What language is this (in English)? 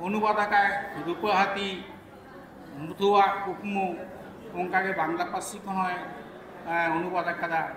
Santali